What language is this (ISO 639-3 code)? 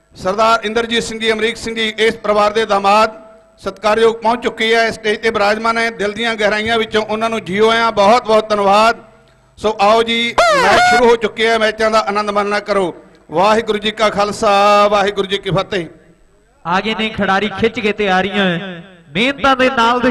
pan